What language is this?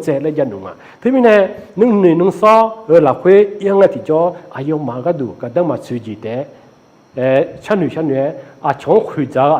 Akha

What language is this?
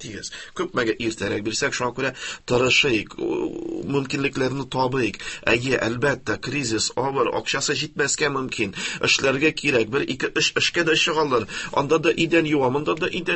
Tatar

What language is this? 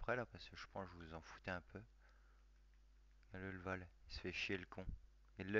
French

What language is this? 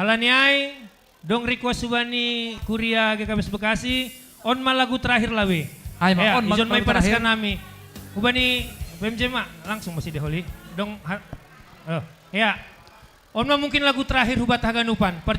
Batak Simalungun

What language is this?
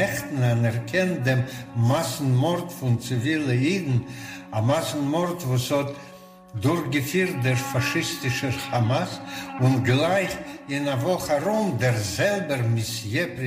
Yiddish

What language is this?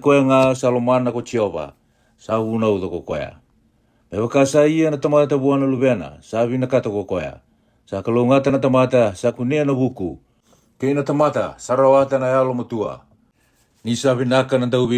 Fijian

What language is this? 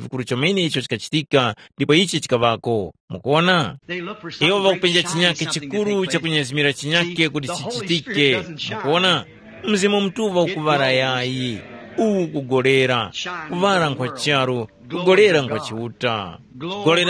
Tumbuka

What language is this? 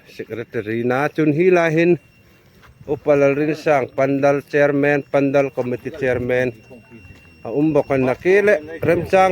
Hmar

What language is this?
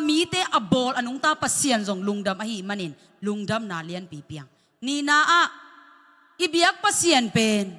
Tedim Chin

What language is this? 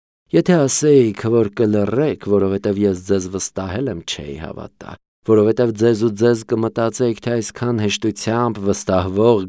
Armenian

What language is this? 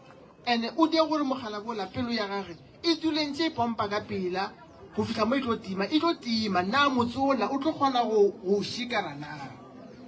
Northern Sotho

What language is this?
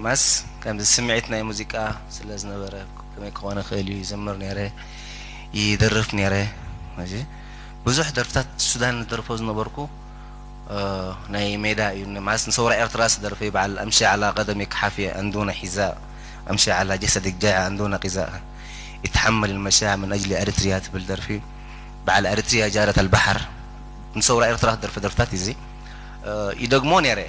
Tigrinya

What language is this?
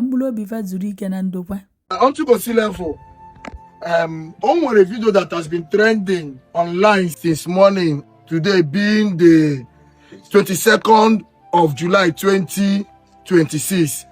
Igbo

